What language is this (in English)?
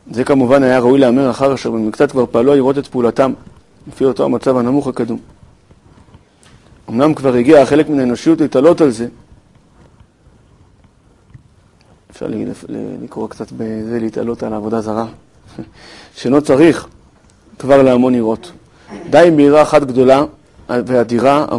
Hebrew